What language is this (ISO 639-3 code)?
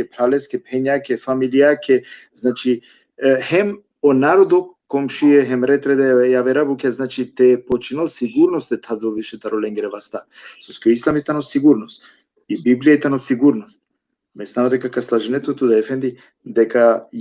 rmn